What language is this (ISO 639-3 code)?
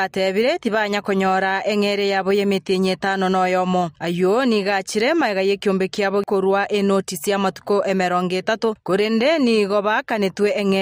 guz